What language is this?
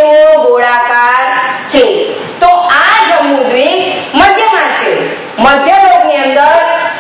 Gujarati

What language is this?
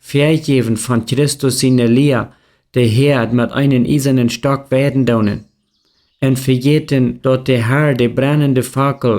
Plautdietsch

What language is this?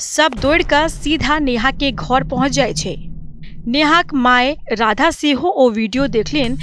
Maithili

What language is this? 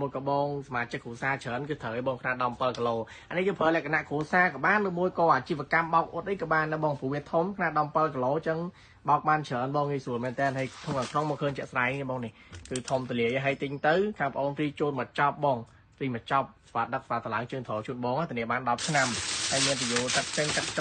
Khmer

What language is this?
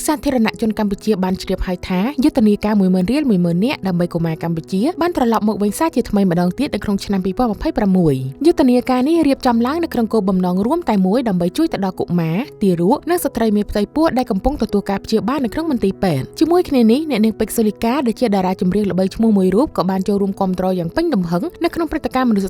Khmer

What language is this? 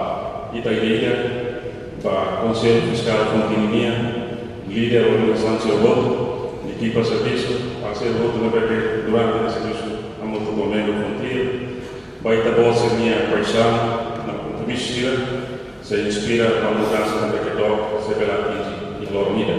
Tetum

